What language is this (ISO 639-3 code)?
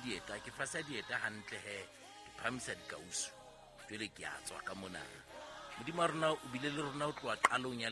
sot